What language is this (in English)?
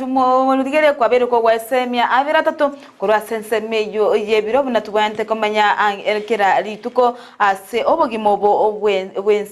Gusii